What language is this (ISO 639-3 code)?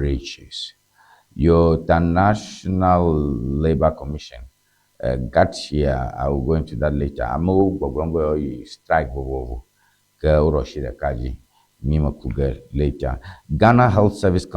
ewe